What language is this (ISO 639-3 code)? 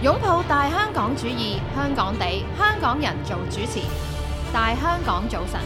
yue